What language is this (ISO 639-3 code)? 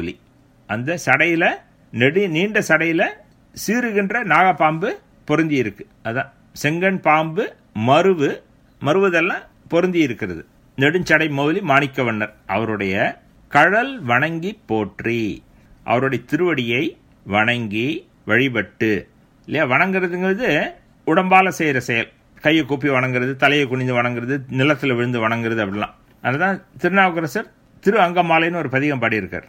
tam